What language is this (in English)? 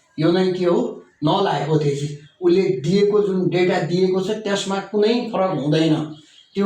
Nepali